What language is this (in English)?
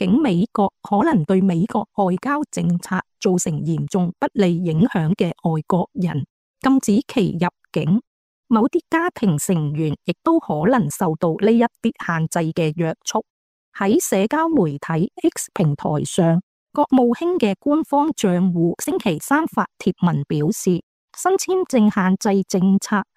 Cantonese